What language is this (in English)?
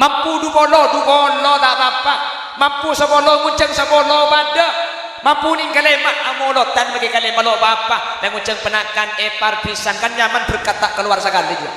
Madurese